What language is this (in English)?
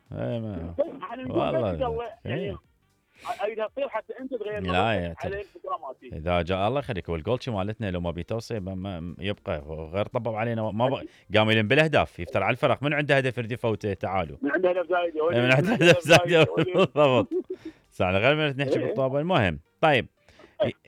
Mesopotamian Arabic